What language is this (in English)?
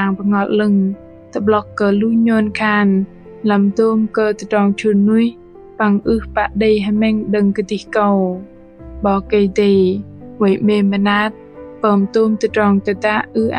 Bahnar